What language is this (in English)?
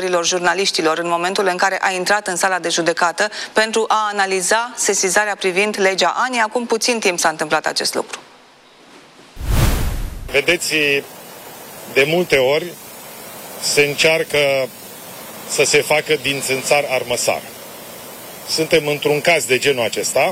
Romanian